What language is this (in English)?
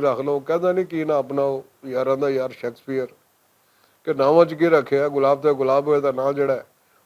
Western Panjabi